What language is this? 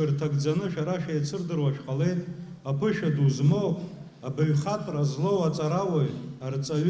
Abkhazian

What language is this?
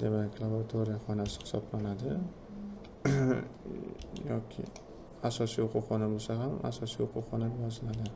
Uzbek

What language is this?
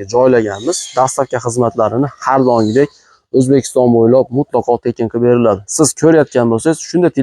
Uzbek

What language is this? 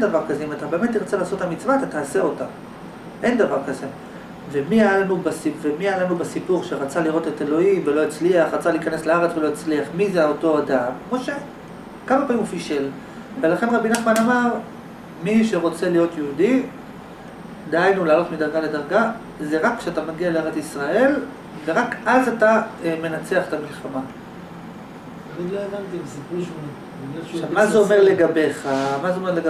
Hebrew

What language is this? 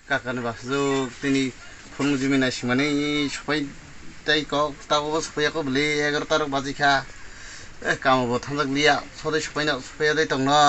Kok Borok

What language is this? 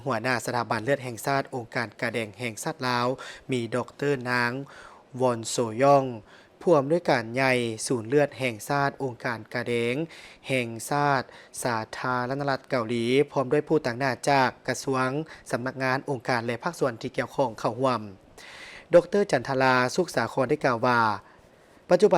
Lao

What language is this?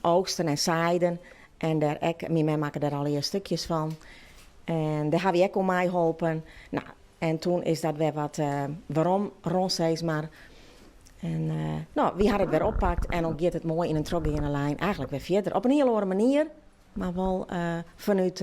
Western Frisian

